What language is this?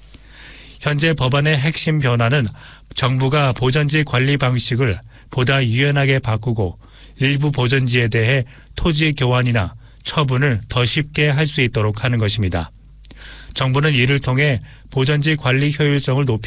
Korean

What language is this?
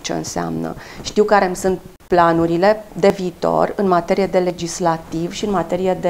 Romanian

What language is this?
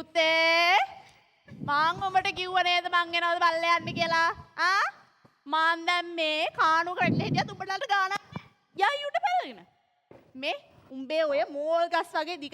Sinhala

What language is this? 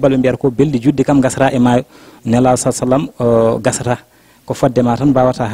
Fula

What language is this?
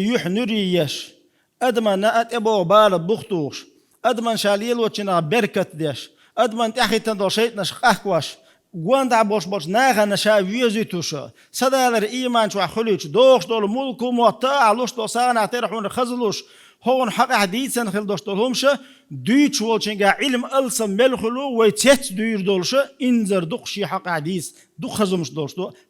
Chechen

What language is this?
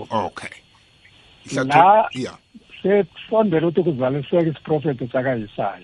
South Ndebele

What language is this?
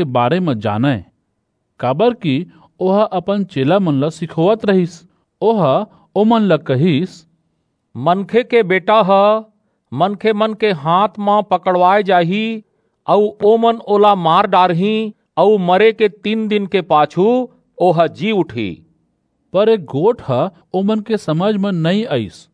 Chhattisgarhi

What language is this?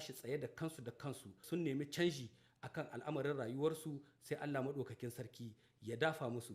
Hausa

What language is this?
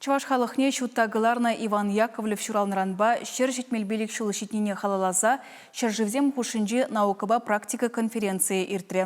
Chuvash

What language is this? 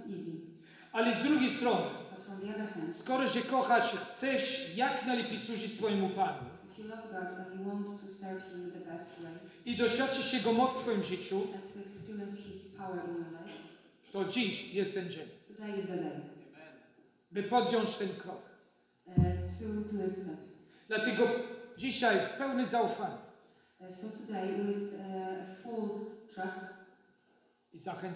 Polish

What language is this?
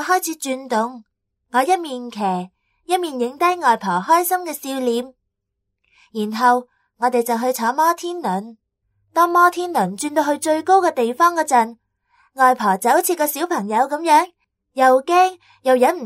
Cantonese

